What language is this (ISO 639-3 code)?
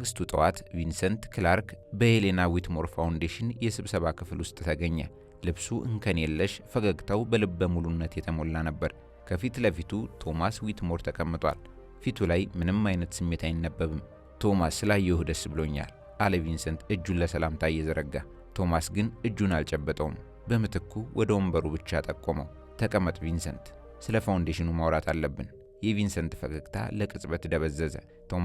amh